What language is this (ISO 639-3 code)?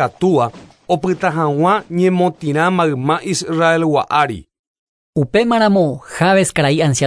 grn